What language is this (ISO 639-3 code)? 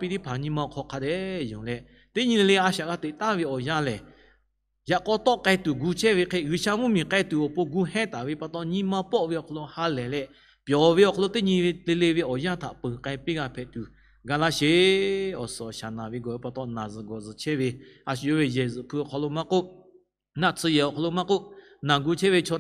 lhu